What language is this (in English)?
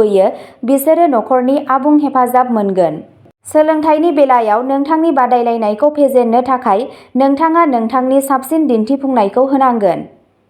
Bodo